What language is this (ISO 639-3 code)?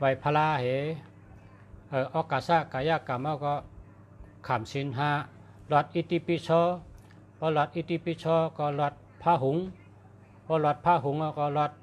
shn